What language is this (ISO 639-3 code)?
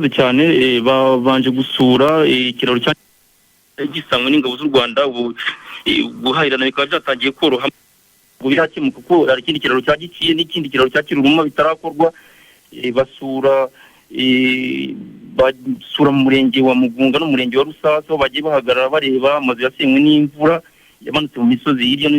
kin